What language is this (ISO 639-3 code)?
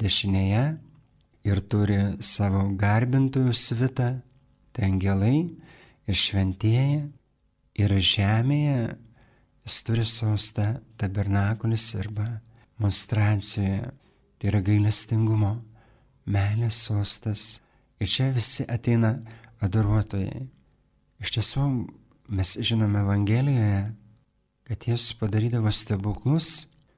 lit